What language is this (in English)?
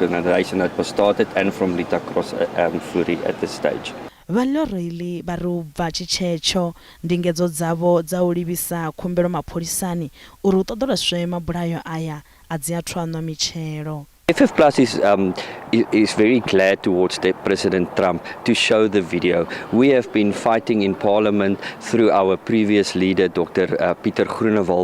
Venda